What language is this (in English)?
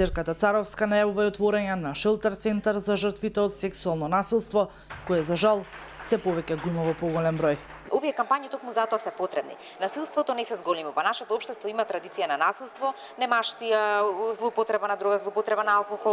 Macedonian